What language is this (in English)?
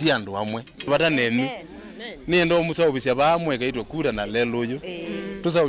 Kamba